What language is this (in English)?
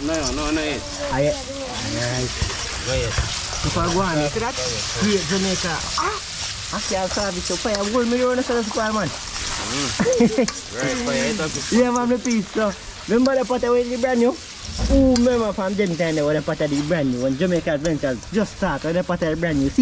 Jamaican Creole English